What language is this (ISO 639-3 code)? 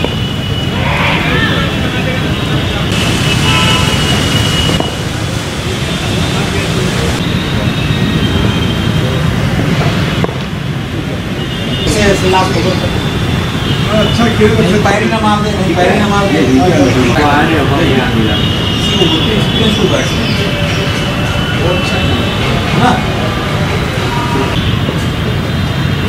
hin